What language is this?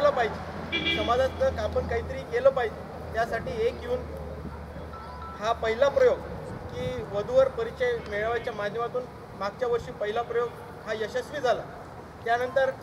Marathi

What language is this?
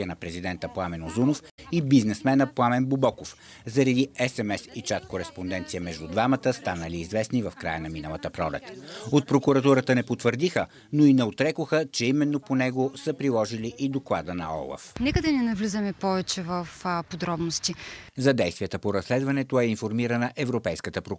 Bulgarian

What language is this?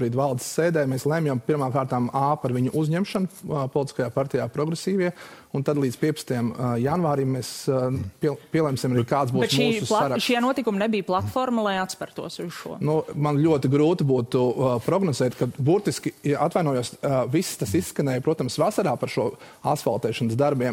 Latvian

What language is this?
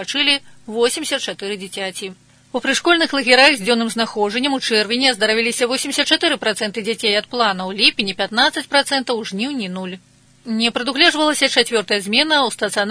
Belarusian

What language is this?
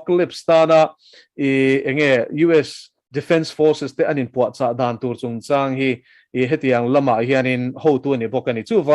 Mizo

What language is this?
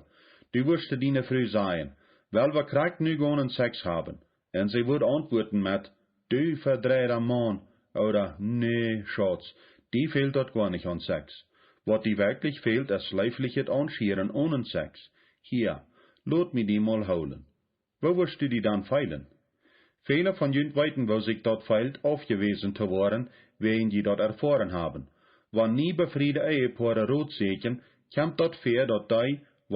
Plautdietsch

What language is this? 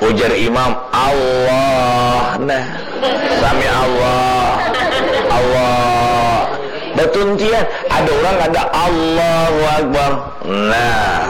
Banjar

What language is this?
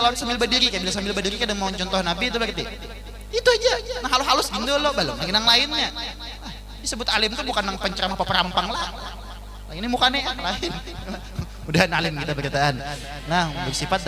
Banjar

